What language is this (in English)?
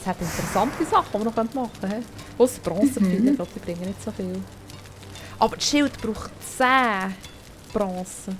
Swiss German